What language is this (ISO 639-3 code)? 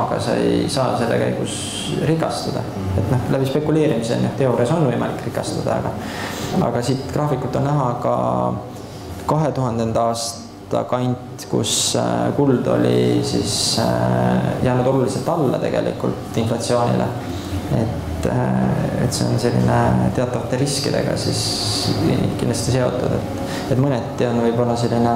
est